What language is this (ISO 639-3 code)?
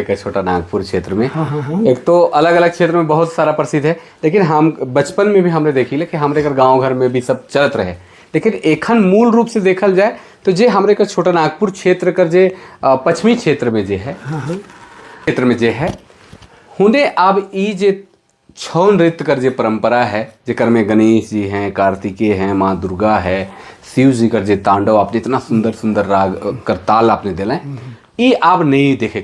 sck